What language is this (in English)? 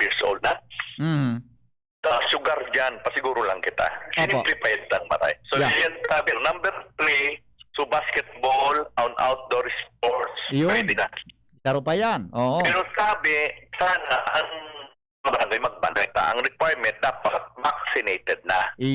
Bikol